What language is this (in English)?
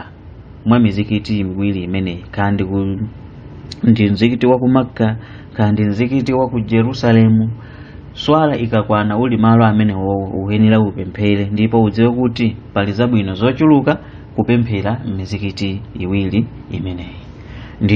Nyanja